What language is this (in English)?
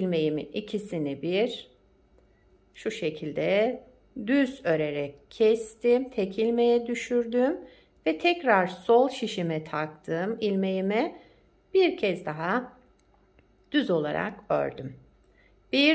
Turkish